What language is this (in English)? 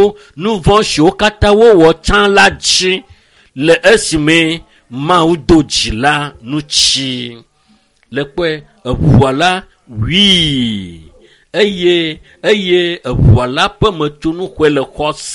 Ewe